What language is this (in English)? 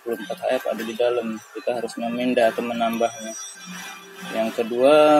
Indonesian